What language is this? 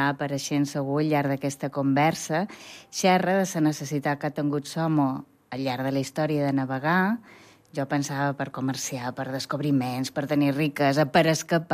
Catalan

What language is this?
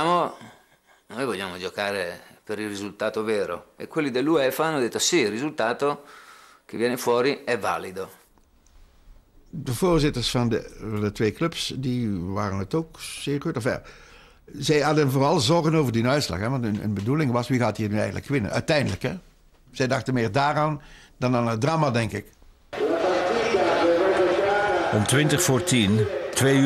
Dutch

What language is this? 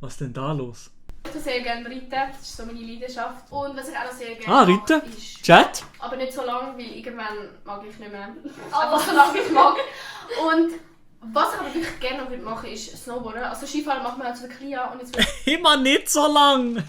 Swiss German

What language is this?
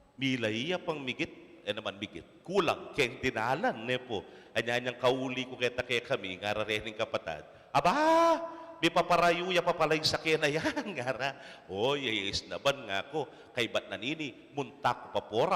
Pampanga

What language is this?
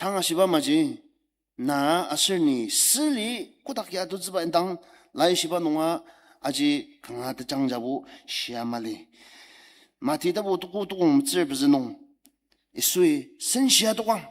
Ao Naga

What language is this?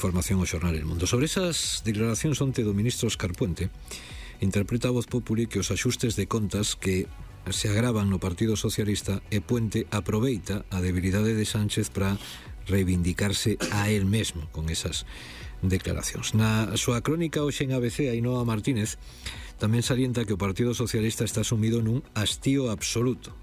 Galician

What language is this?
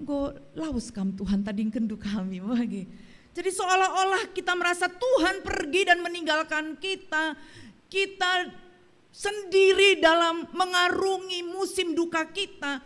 Batak Karo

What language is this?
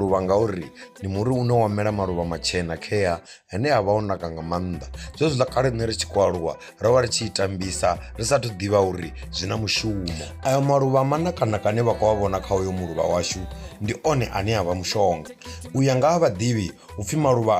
Venda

